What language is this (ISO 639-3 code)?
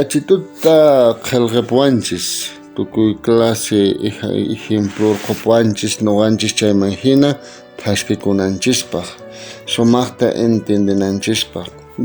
quh